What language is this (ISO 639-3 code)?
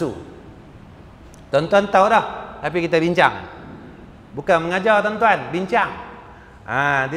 msa